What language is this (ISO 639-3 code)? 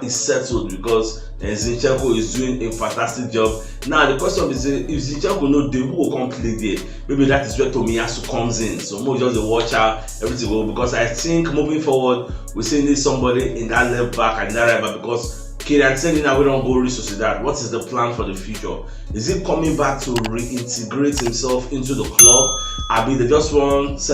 pcm